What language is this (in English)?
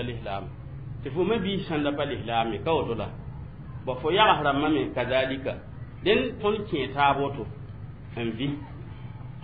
Mossi